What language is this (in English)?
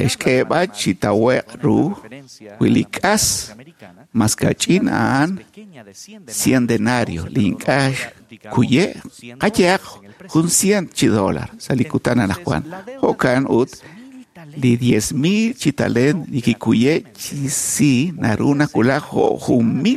Kekchí